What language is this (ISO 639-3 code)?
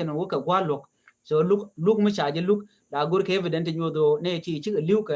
nus